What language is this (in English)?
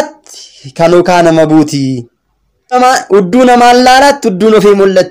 Oromo